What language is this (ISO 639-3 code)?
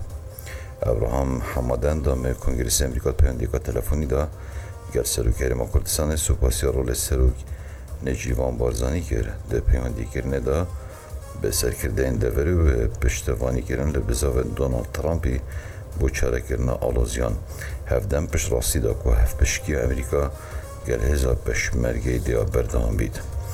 kur